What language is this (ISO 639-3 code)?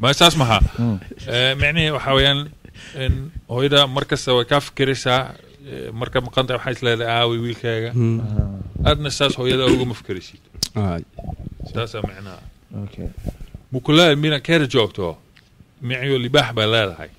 som